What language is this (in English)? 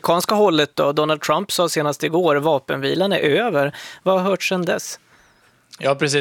Swedish